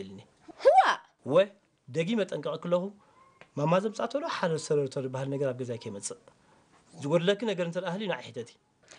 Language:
Tigrinya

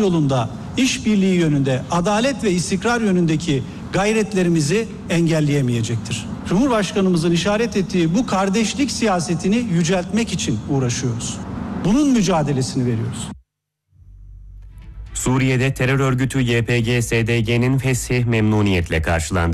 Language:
Turkish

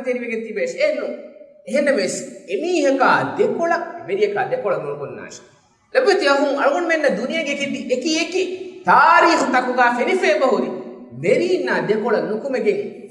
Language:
Divehi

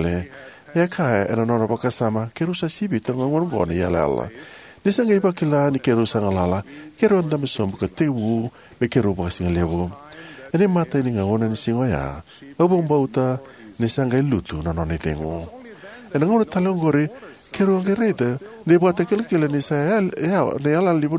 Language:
Fijian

